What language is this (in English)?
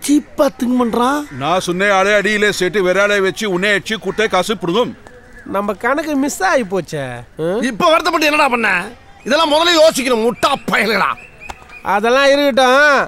Tamil